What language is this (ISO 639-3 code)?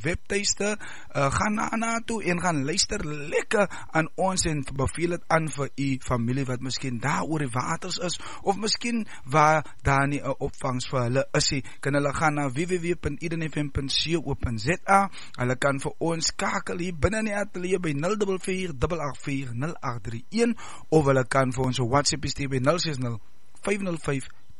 afr